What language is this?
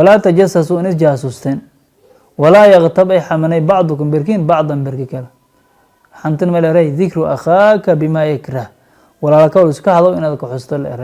Somali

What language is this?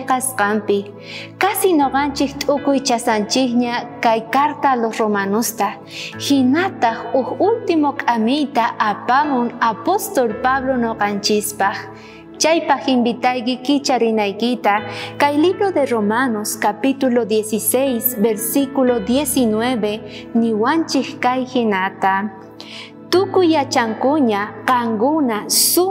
South Bolivian Quechua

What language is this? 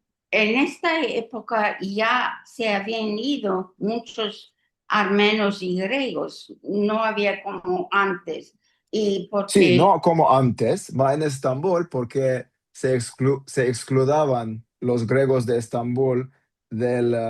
Ladino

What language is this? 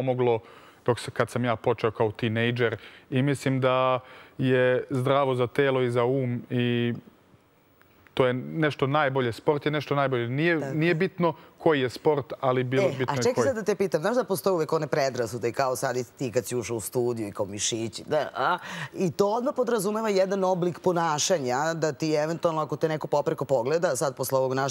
Serbian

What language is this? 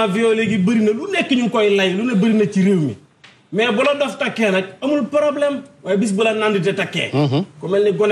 Wolof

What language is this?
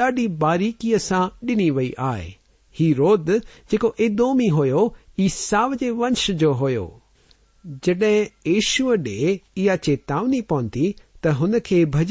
Sindhi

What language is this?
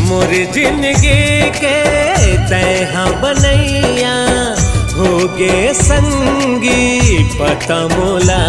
Chhattisgarhi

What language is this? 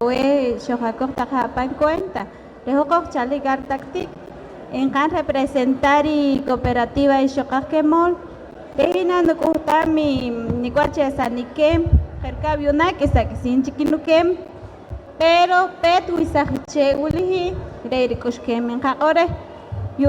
Poqomchi'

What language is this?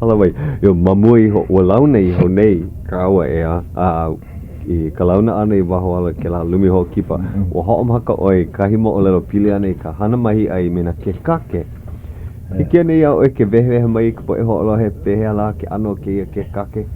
Hawaiian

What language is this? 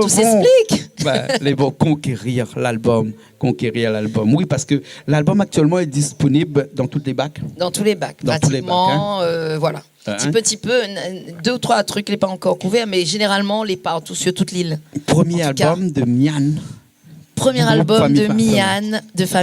Réunion Creole French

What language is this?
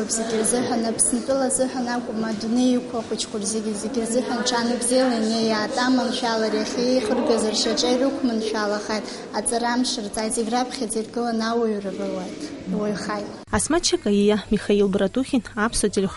Abkhazian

